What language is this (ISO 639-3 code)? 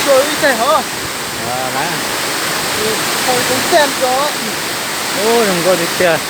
hmn